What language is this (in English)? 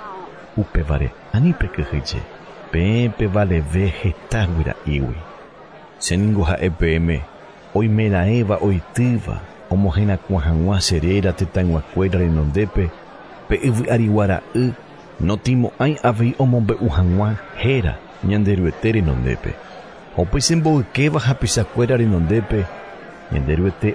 Guarani